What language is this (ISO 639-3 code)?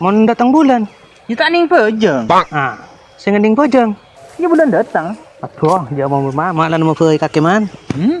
mad